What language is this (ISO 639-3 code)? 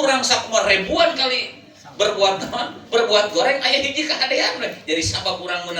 sun